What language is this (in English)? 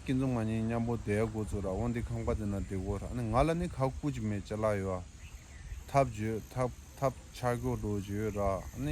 Tibetan